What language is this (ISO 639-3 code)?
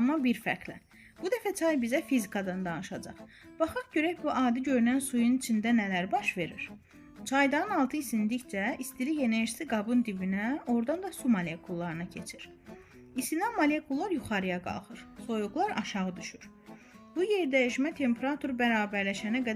aze